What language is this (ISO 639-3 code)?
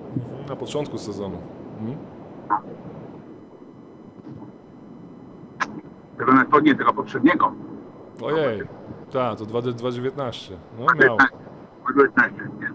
pol